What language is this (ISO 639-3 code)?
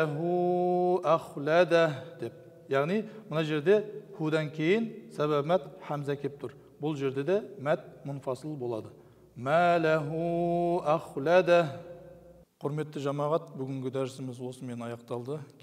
kaz